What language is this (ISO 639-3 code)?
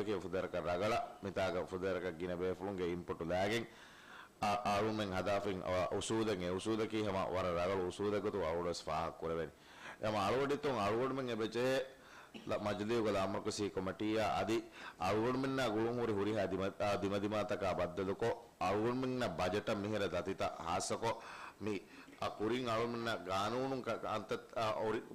div